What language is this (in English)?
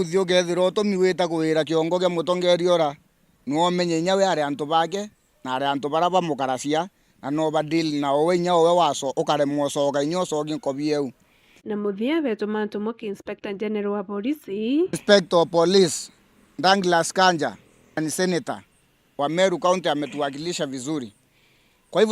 Meru